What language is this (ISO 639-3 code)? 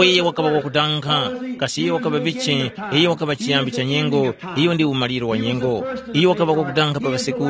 tum